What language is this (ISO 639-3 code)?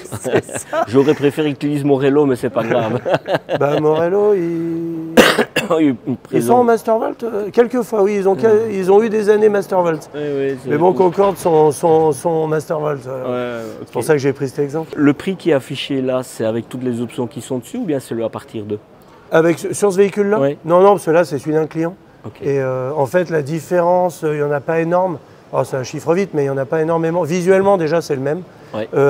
fra